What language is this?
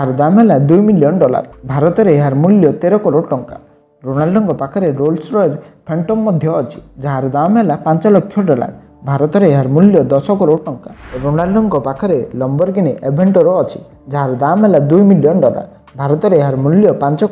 Odia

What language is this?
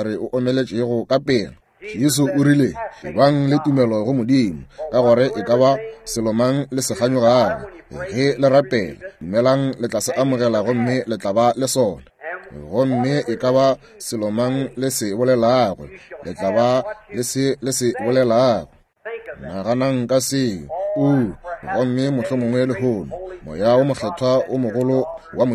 Northern Sotho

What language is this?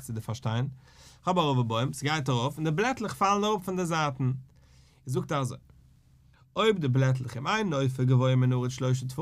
Yiddish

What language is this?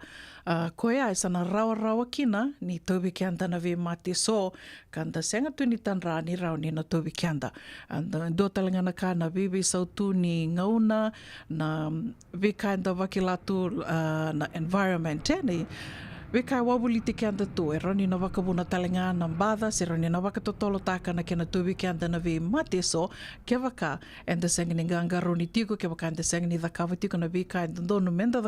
Fijian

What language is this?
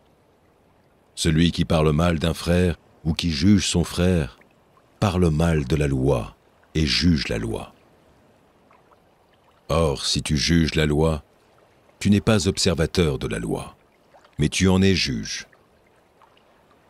French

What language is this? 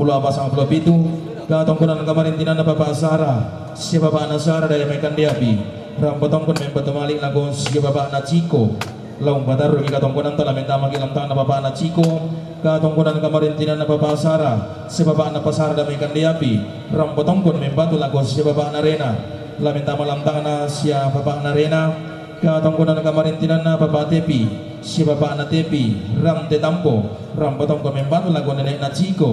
Toraja-Sa'dan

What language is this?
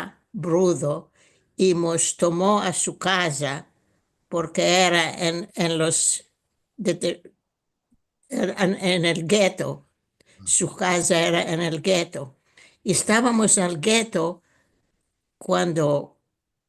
Ladino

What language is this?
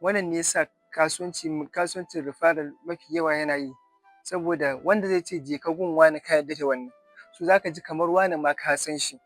Hausa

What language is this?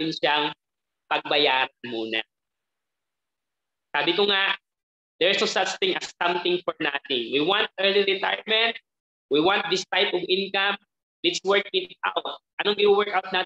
Filipino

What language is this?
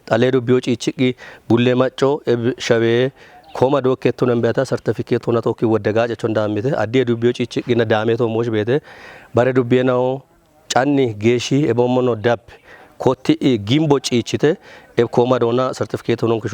Kafa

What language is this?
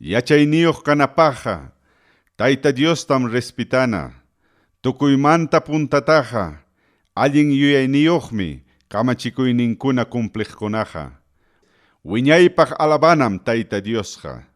Ayacucho Quechua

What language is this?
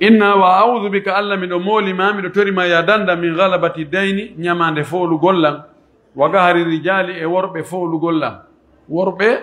Pular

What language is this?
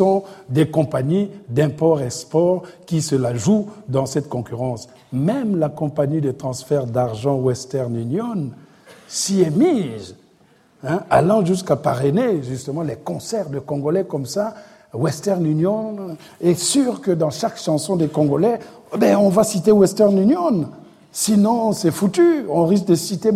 French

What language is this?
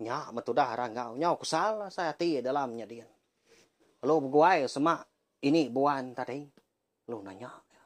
Iban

